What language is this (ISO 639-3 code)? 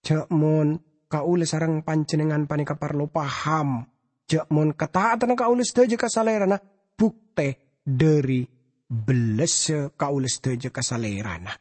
mad